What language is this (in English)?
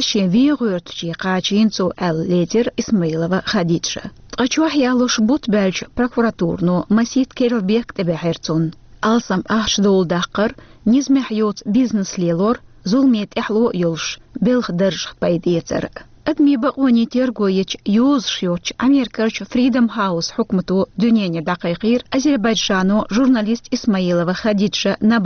Chechen